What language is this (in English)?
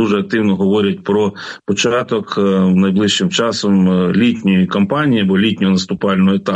Ukrainian